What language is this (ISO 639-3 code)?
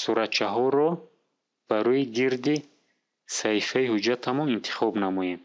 tgk